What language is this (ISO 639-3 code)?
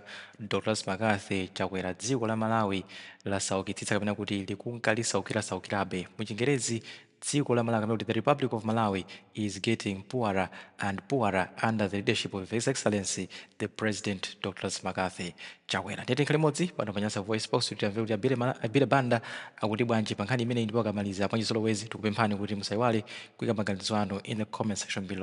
nya